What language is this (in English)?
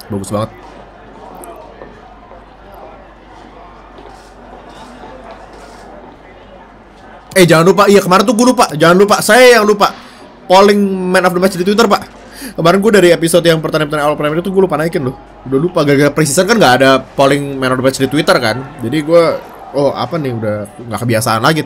Indonesian